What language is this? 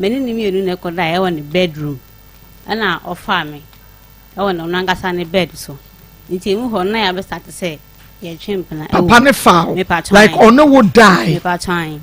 Akan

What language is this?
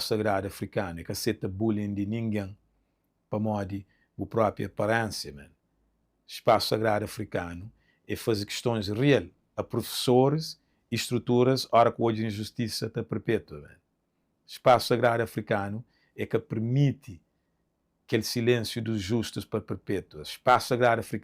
Kabuverdianu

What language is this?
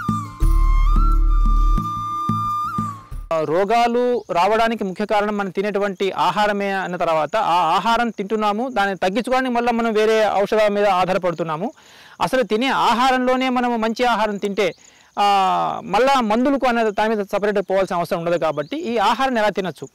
Telugu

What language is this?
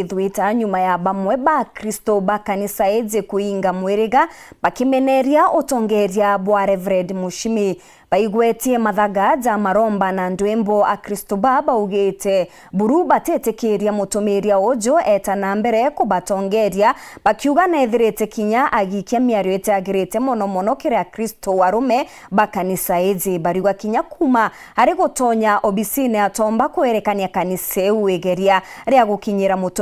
Meru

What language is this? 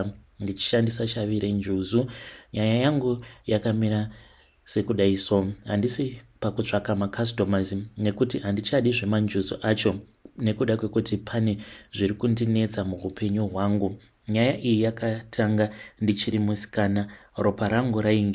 Shona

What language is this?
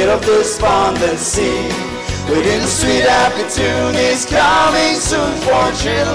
Tangkhul Naga (India)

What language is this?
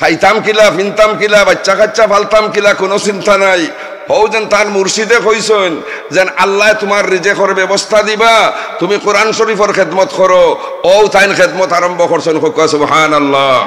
Sylheti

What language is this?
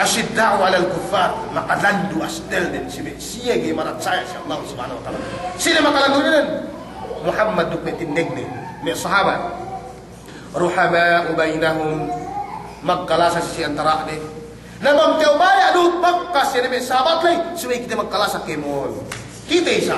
Yakan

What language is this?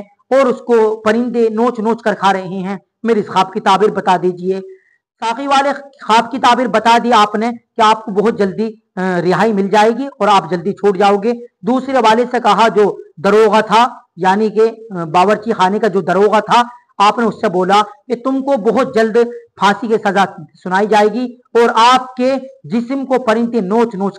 Urdu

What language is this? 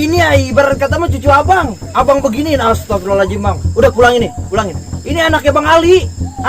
Betawi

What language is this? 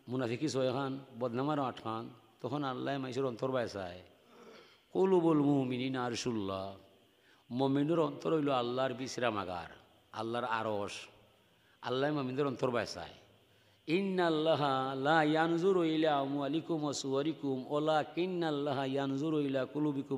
Sylheti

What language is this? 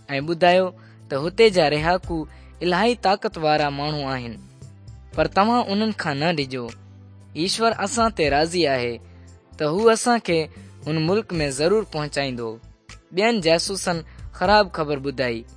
Sindhi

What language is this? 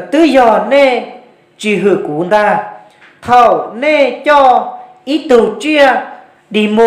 Hmong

